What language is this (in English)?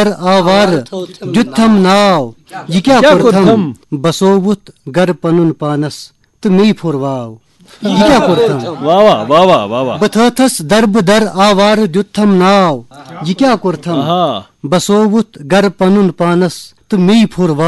Kashmiri